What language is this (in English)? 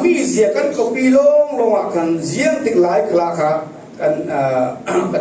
Falam Chin